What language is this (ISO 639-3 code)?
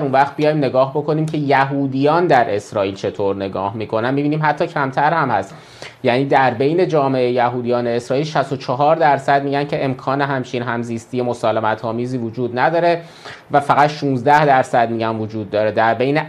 fas